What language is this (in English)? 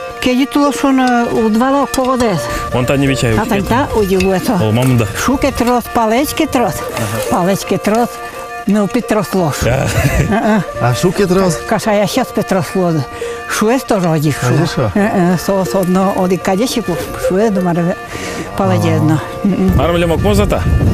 Udmurt